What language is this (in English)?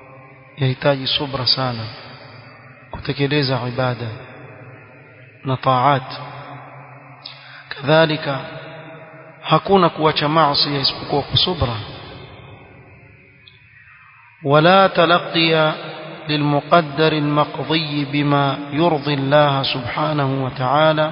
Swahili